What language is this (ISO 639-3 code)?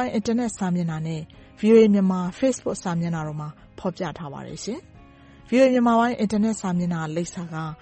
mya